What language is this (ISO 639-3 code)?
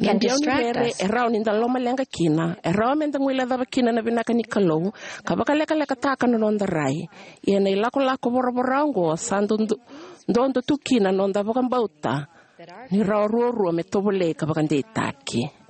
fij